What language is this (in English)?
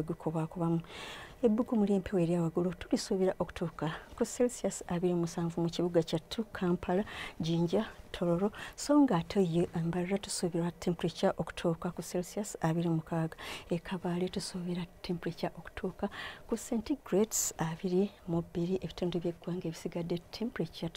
Ganda